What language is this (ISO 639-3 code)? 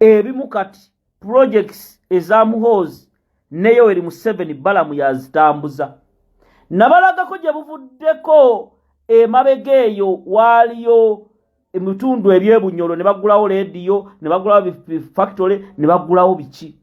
lug